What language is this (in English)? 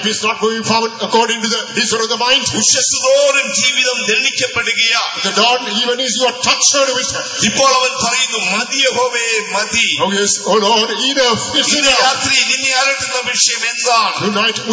Malayalam